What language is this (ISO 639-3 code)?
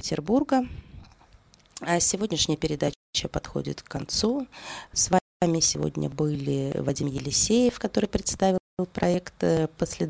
rus